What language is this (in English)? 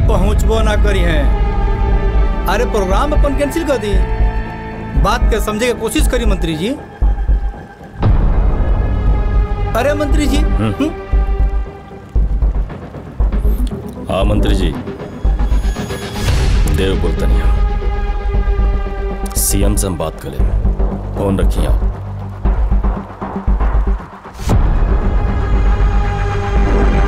Bhojpuri